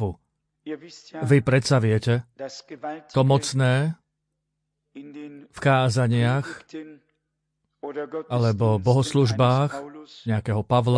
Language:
Slovak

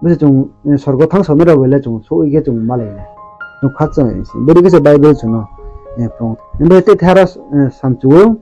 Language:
Riang (India)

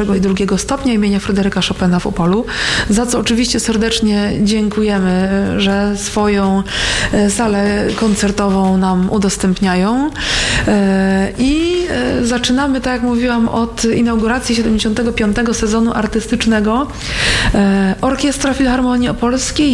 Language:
Polish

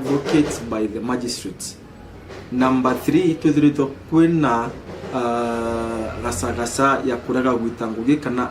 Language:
Meru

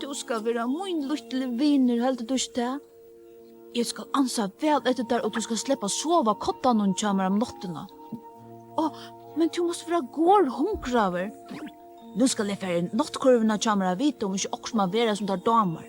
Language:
Faroese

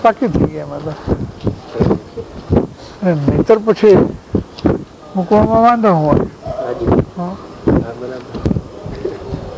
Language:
Gujarati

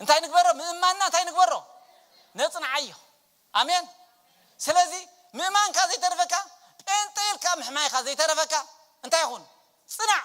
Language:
Tigrinya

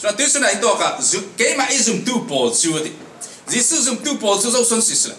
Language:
Falam Chin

